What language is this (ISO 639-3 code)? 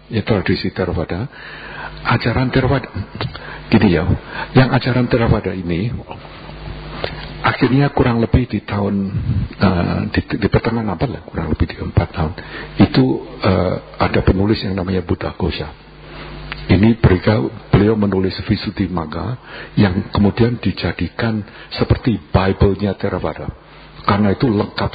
ind